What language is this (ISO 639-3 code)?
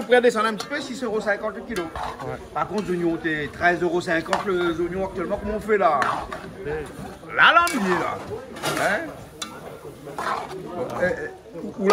rcf